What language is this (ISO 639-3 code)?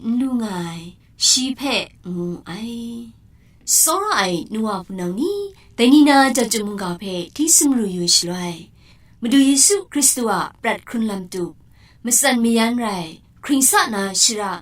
kac